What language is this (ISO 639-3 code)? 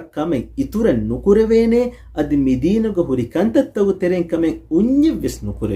div